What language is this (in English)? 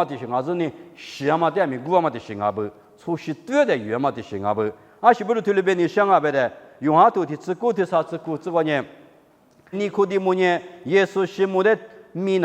Lisu